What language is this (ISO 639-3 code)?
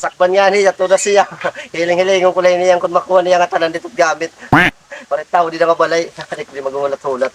war